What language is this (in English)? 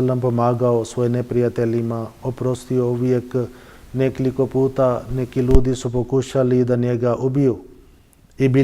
Bosnian